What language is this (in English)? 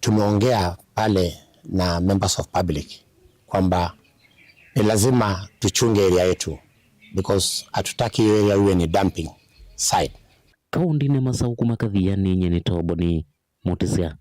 Kamba